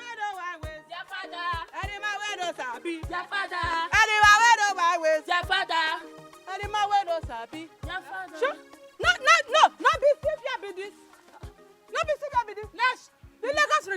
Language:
Nigerian Pidgin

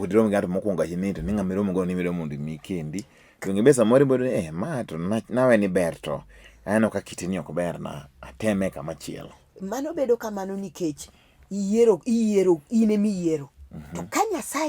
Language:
Luo (Kenya and Tanzania)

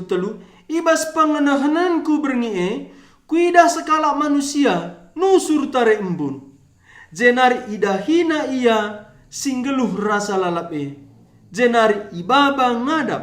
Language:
Batak Karo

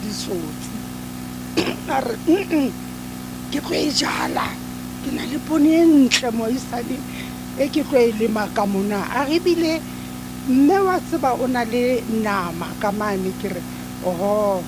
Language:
Southern Sotho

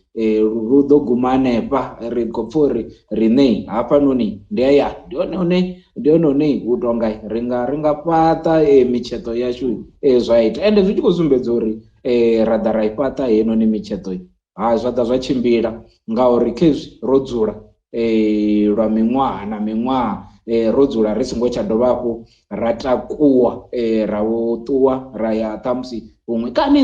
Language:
Venda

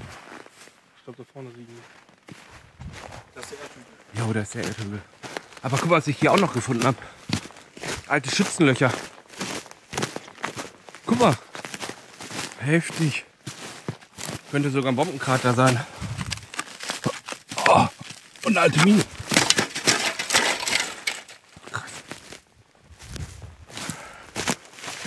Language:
German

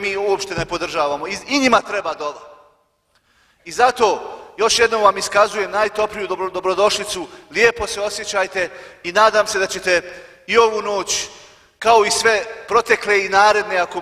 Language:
Bosnian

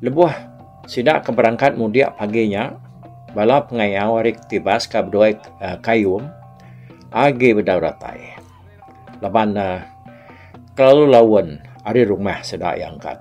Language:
Iban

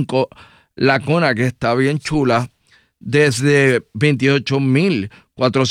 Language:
Spanish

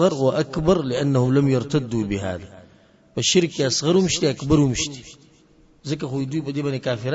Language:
Pashto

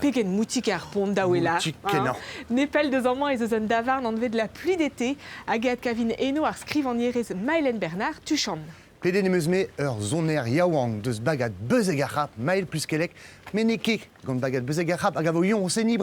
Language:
Breton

